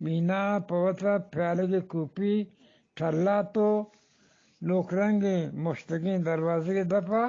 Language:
Eastern Balochi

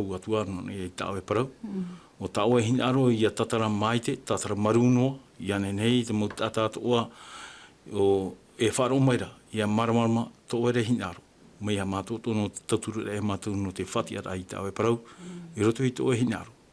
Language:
Tahitian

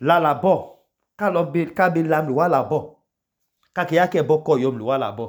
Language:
Idoma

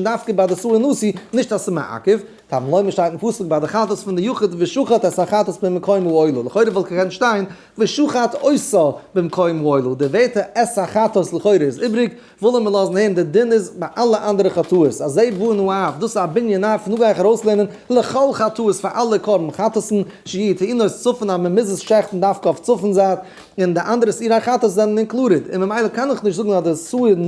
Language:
Yiddish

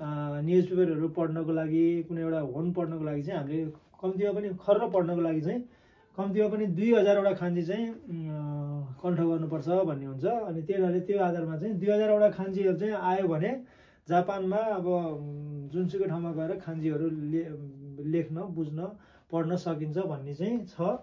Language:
Nepali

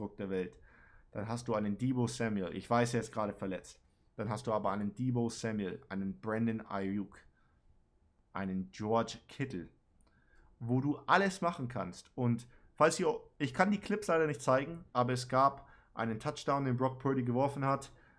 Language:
German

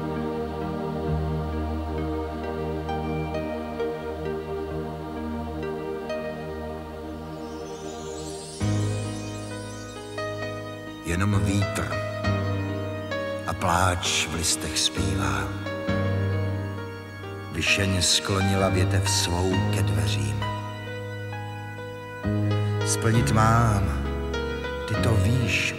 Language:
Czech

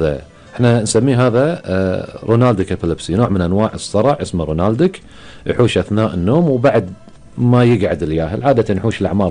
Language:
Gulf Arabic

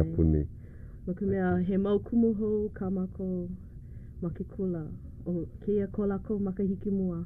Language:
Hawaiian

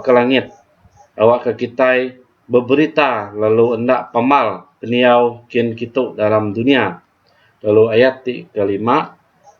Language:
Iban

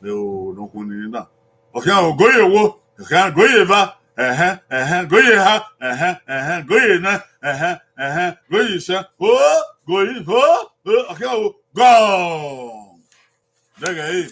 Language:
Bini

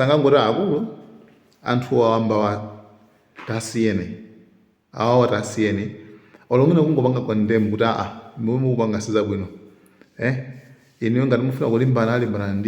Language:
Nyanja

